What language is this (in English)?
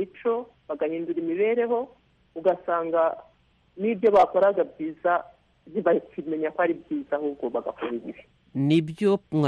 Kinyarwanda